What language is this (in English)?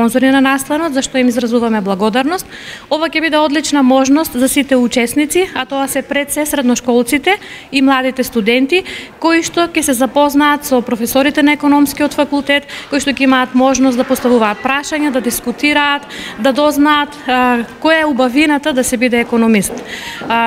Macedonian